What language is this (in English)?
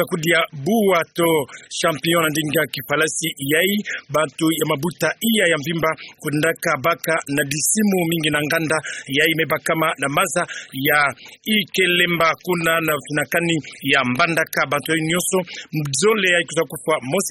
Kituba (Democratic Republic of Congo)